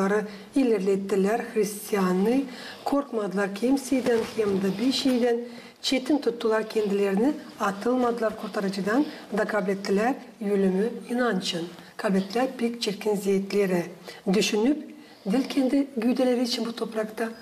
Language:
Gagauz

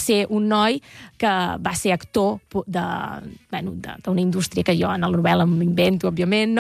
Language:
Catalan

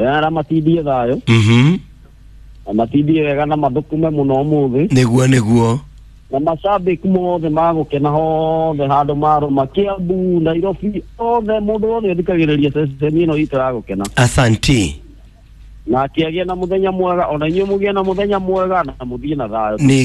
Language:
Kikuyu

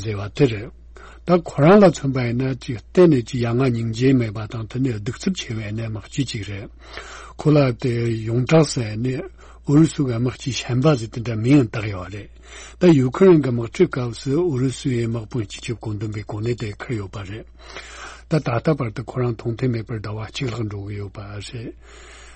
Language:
Tibetan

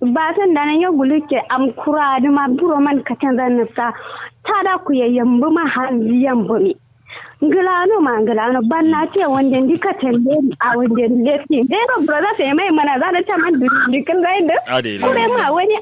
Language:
Kanuri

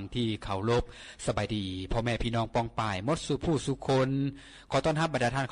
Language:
Lao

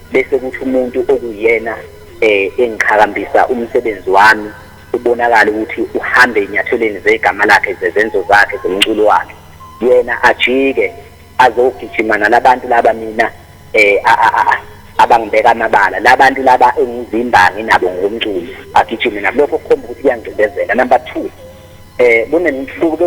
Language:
Zulu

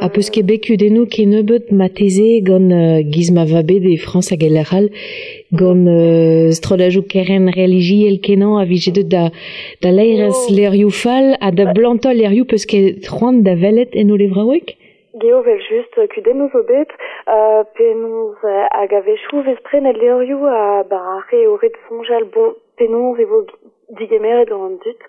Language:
Breton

